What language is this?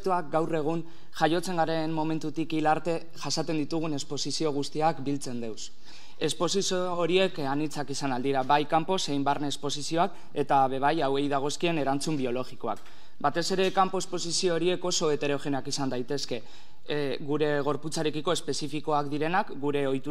Basque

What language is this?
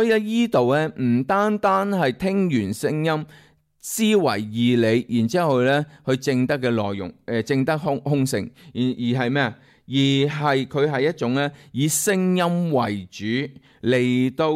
Cantonese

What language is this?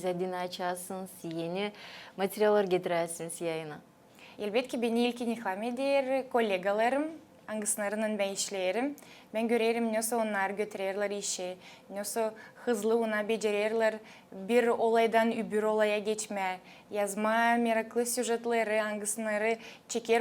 Gagauz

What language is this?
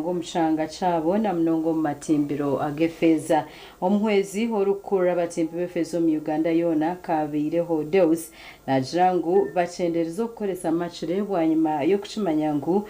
Nyankole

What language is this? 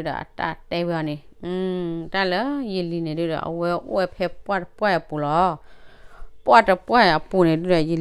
S'gaw Karen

